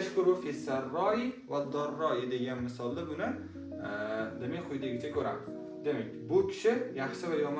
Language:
Uzbek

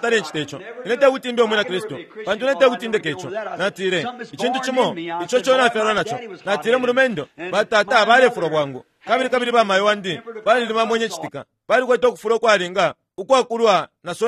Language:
Bemba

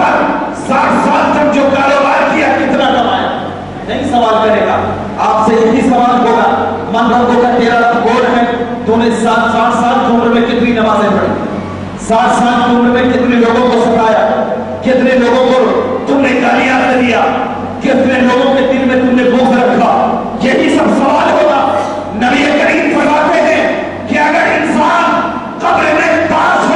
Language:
Urdu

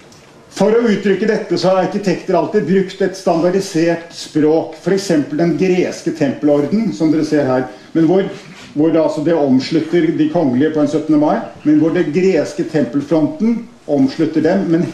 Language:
Norwegian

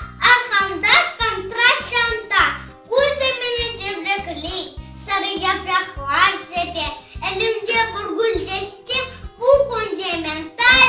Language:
Crimean Tatar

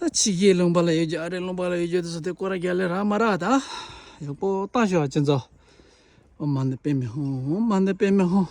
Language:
Tibetan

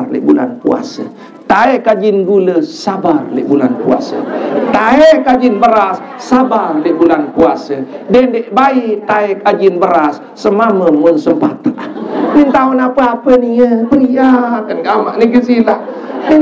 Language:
Sasak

